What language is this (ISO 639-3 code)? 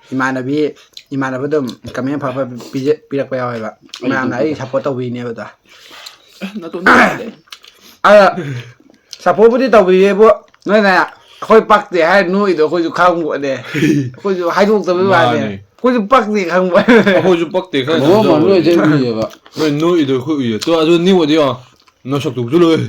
mni